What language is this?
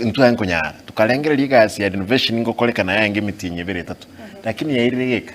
Gusii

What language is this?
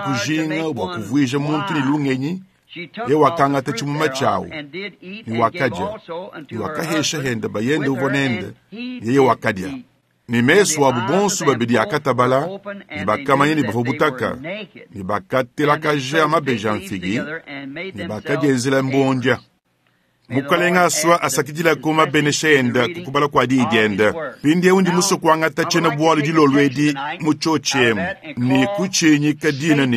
Luba-Lulua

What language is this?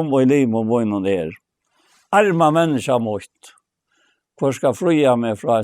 Faroese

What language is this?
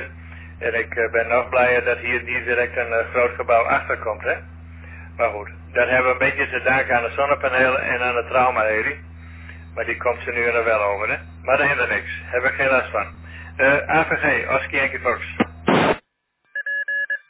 Dutch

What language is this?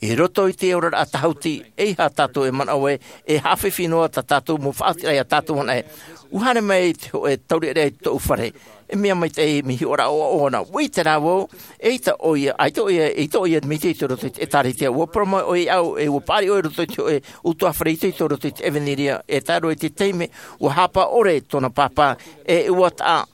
Tahitian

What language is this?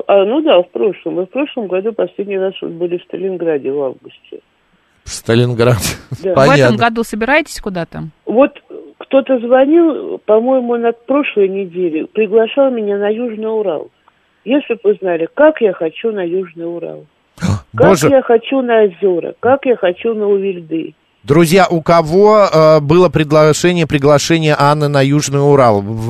Russian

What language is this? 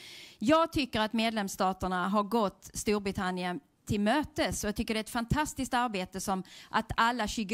Swedish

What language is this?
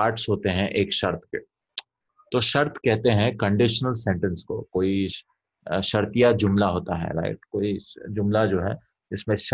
Urdu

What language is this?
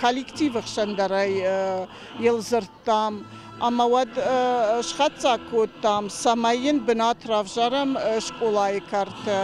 Ossetic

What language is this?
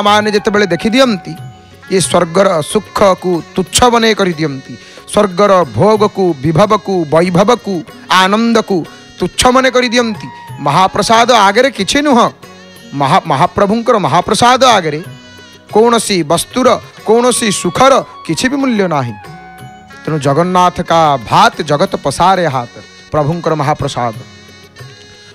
Odia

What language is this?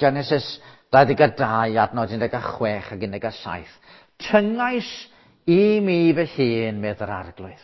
Welsh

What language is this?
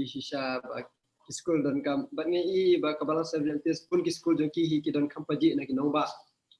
Khasi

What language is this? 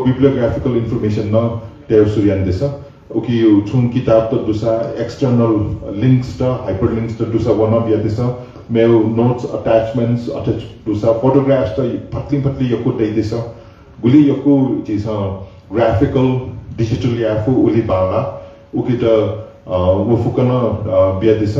Newari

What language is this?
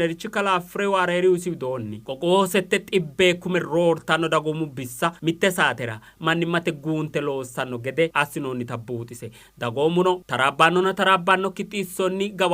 Sidamo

